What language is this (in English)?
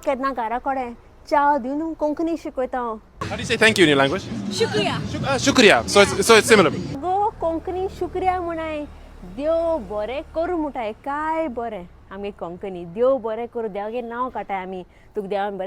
Konkani